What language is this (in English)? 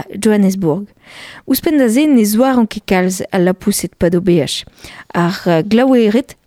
Breton